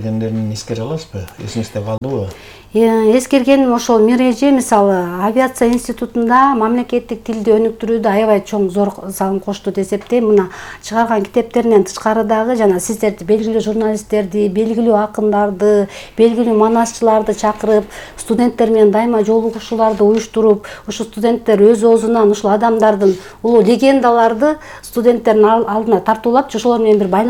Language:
Kyrgyz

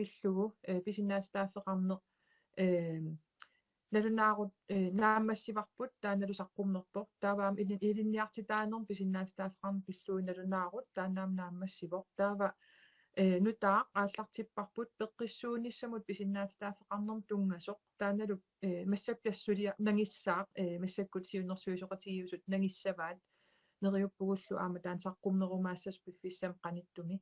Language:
Kalaallisut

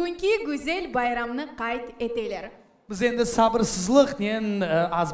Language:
Crimean Tatar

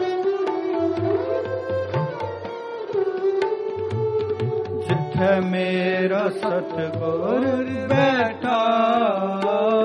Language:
Hindi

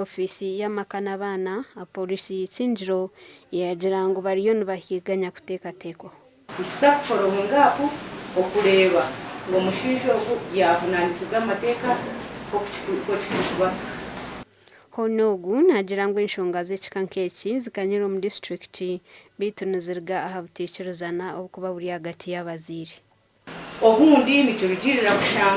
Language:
Nyankole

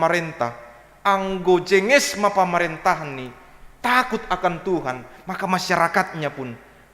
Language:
Batak Simalungun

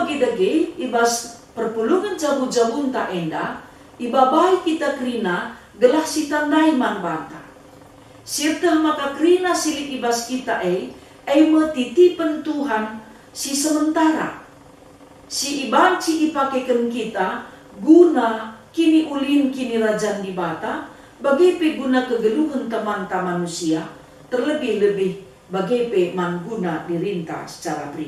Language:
Batak Karo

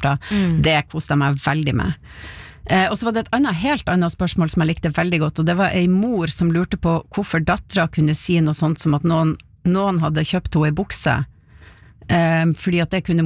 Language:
Norwegian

